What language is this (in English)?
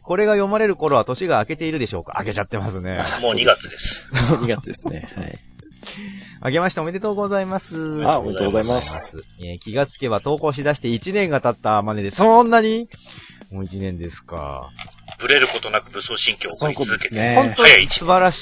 Japanese